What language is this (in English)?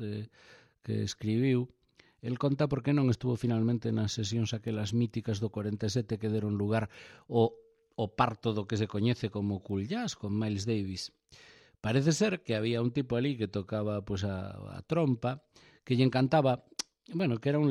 Galician